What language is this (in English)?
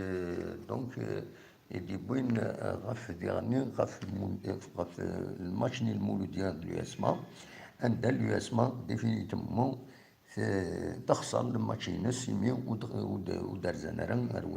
Kabyle